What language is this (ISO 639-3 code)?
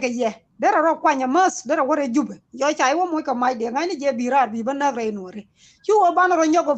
nus